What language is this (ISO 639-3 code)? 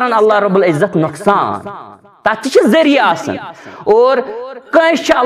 kas